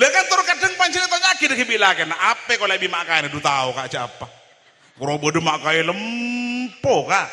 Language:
Madurese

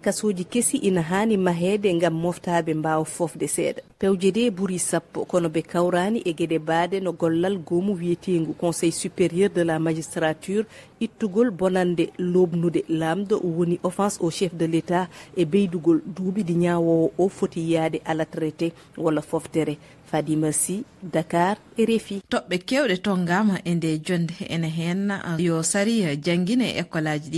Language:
Fula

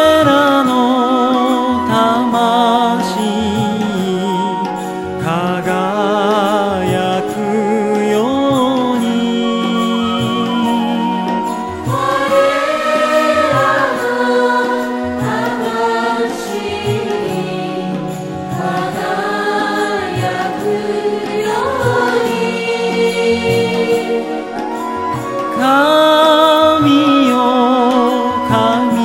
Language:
Japanese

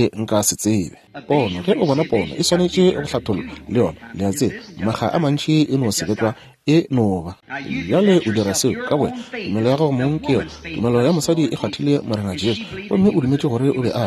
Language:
Northern Sotho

